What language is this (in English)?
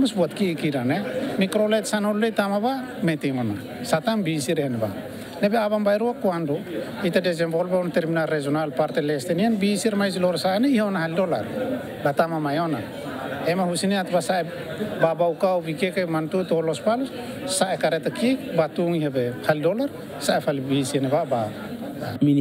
Tetum